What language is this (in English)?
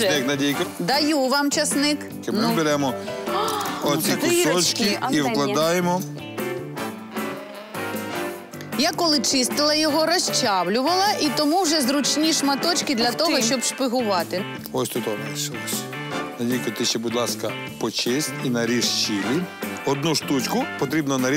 Ukrainian